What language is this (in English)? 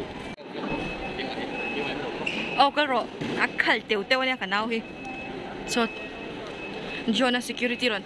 Mizo